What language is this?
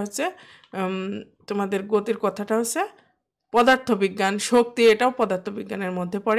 Bangla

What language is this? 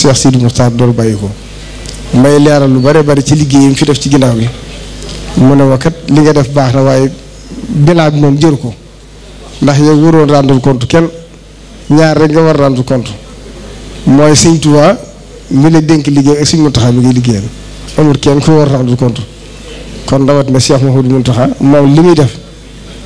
Wolof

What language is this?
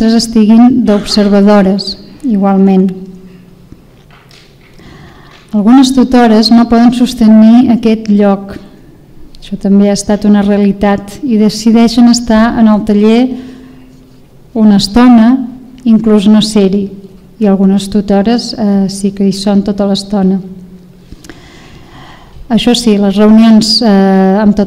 Catalan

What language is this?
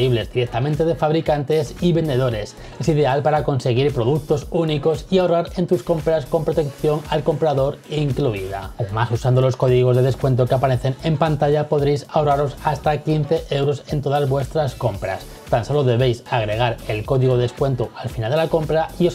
Spanish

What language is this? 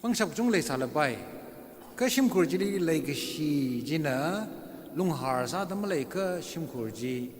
Tangkhul Naga (India)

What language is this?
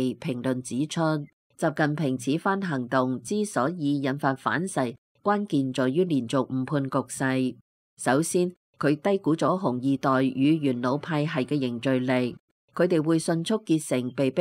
Cantonese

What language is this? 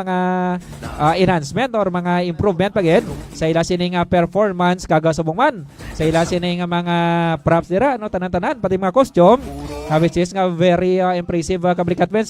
Hiligaynon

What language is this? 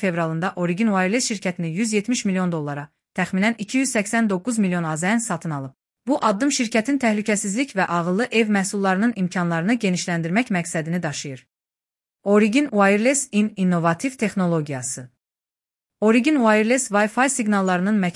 Azerbaijani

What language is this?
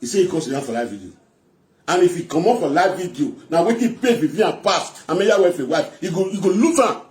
Nigerian Pidgin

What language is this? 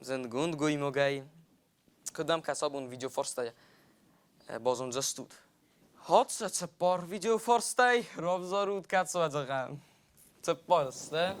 Ossetic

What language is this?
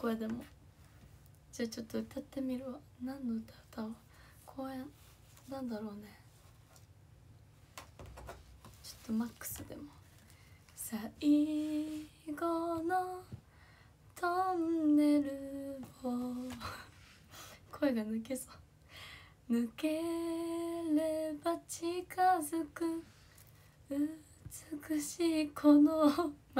Japanese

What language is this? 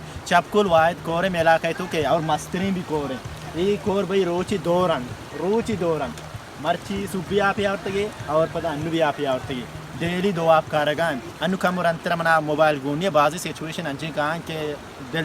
Baluchi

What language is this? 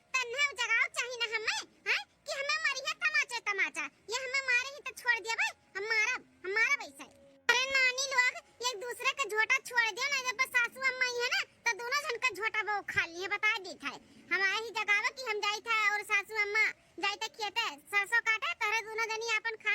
Awadhi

